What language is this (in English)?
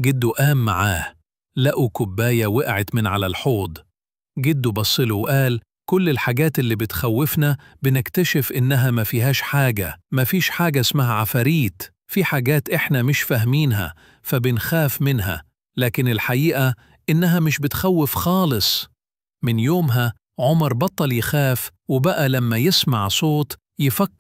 Egyptian Arabic